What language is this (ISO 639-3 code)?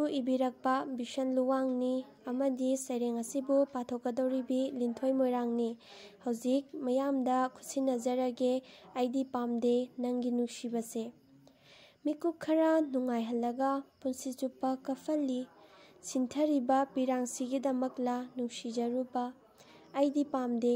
mni